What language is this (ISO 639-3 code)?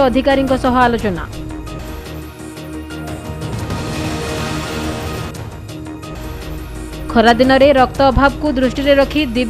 ori